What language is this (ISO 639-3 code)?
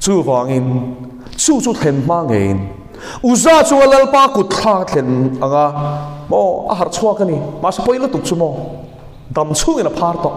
lus